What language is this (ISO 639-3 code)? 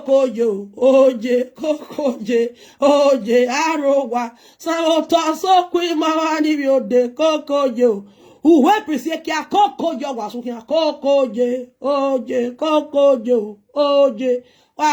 pcm